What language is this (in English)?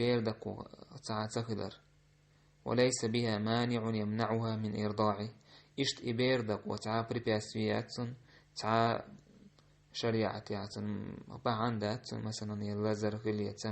Chechen